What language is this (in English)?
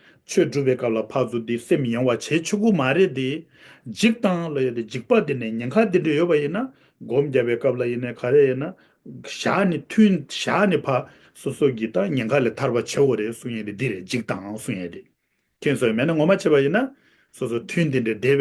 Tibetan